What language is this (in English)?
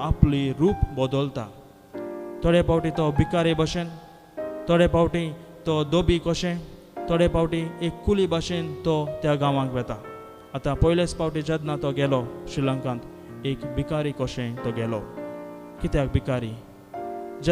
Konkani